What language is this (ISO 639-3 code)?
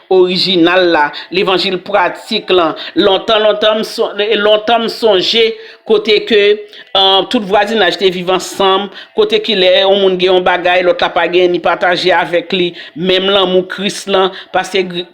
hat